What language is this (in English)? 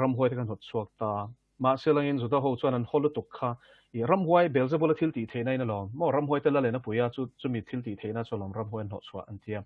Mizo